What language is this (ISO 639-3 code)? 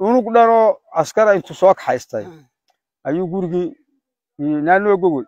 som